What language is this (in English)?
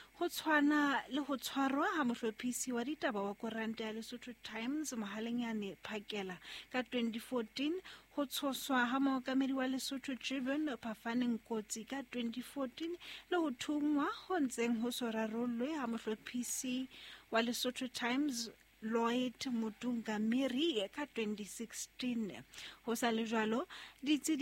Southern Sotho